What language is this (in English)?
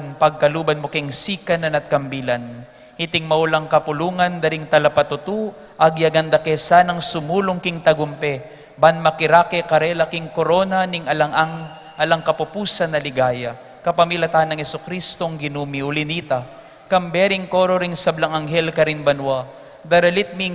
Pampanga